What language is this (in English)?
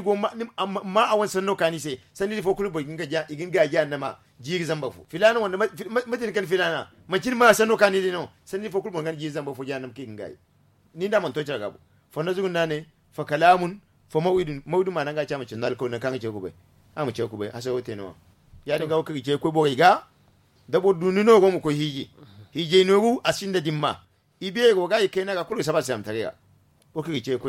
Zarma